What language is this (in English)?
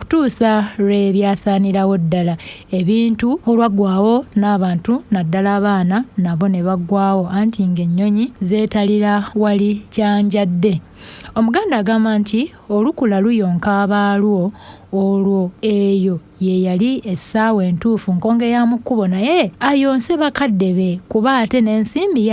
Ganda